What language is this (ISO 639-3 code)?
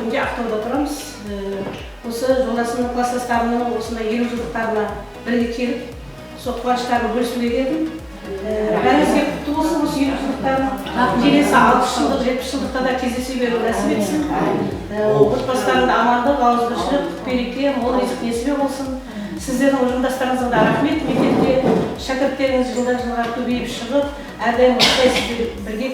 kaa